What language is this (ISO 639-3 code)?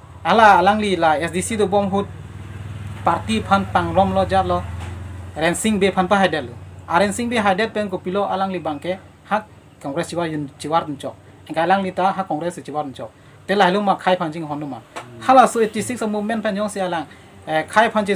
mjw